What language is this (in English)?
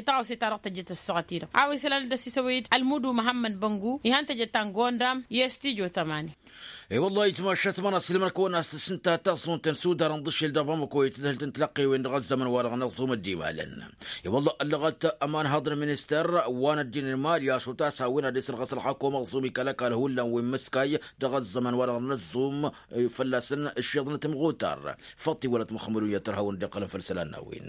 Tamasheq